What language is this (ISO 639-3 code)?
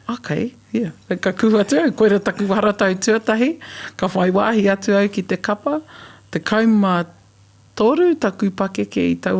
mri